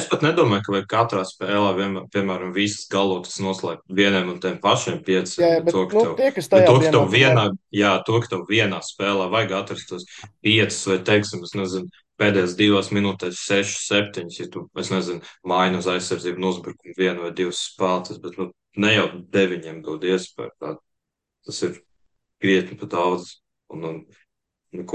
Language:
Latvian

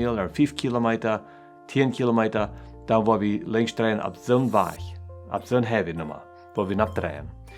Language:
Plautdietsch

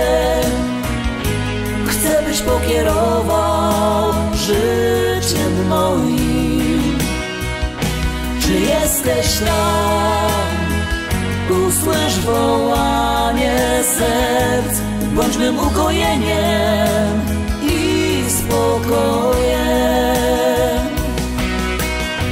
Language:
Polish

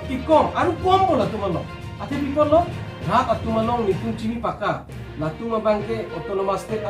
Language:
Karbi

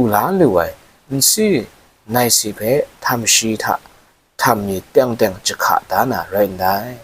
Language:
Kachin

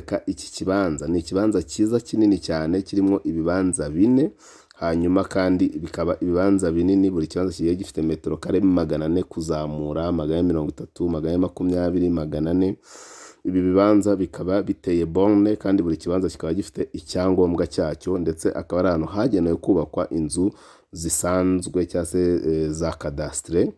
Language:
Kinyarwanda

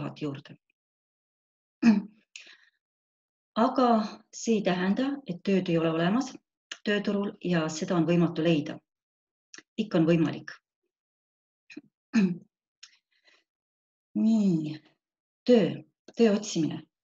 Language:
Estonian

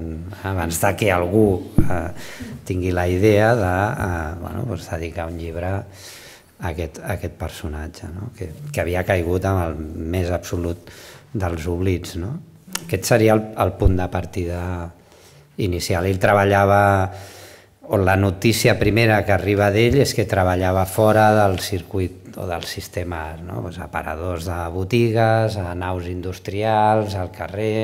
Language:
Catalan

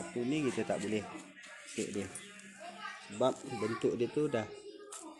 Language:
Malay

